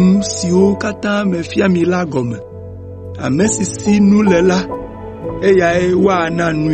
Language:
Ewe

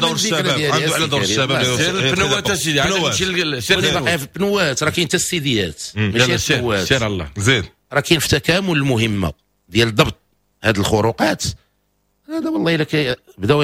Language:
Moroccan Arabic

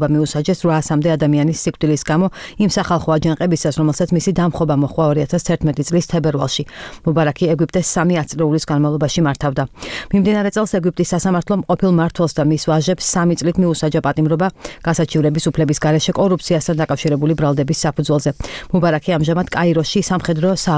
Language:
Georgian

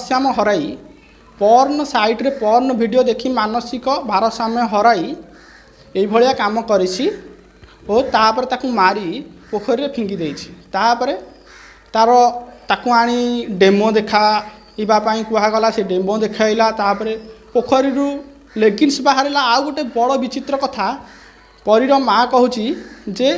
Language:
Odia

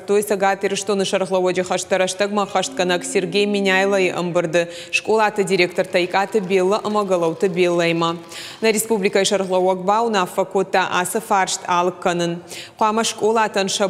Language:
Ossetic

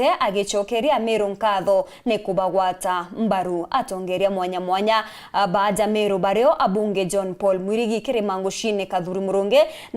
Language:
Meru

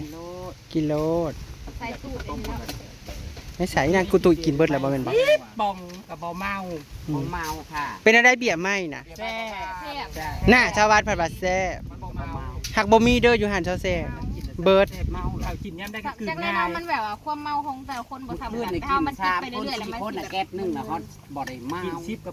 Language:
Northeastern Thai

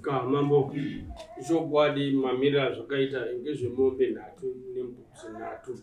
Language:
Shona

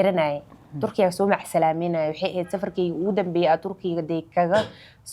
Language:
Somali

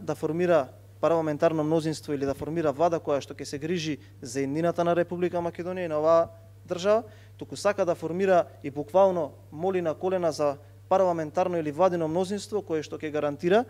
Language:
Macedonian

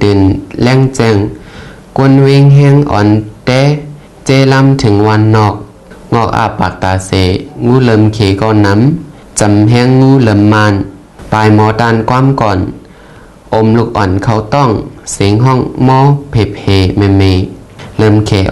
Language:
Shan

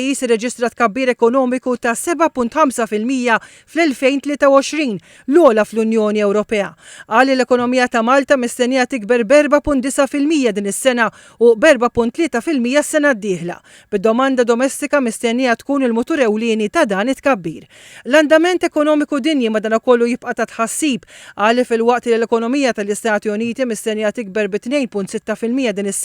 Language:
Maltese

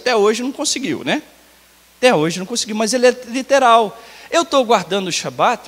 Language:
Portuguese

